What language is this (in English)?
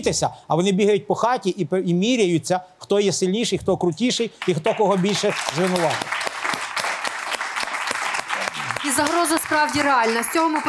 Ukrainian